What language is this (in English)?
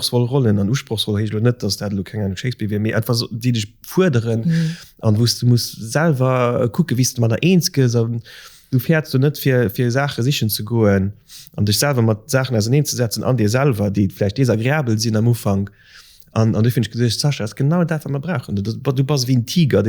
Luxembourgish